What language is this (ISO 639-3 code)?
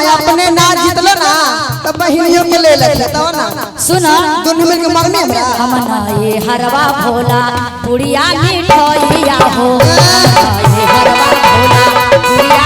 mag